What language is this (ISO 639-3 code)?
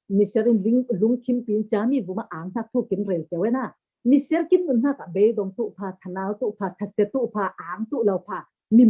cfm